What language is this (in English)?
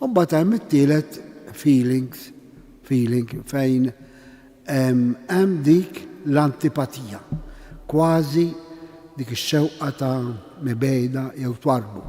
Maltese